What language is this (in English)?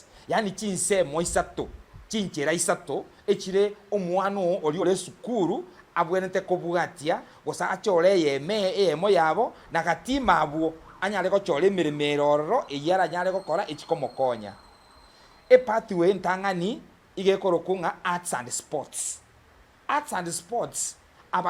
Gusii